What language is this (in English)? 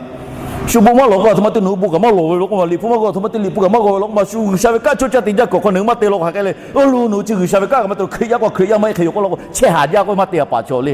Lahu